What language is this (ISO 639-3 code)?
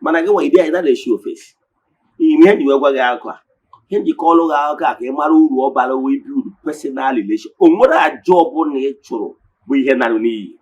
ibo